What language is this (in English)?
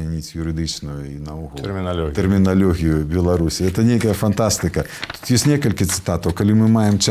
Belarusian